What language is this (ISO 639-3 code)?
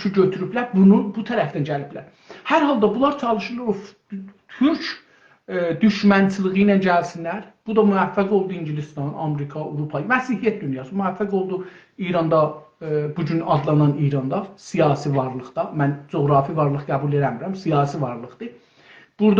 azb